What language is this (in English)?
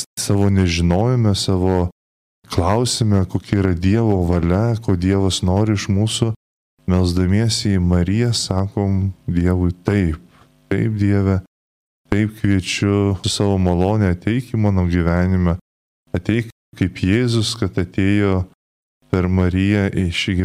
Lithuanian